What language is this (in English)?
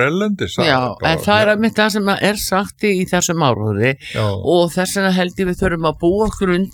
Icelandic